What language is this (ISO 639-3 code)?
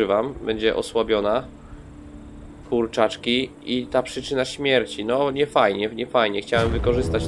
pol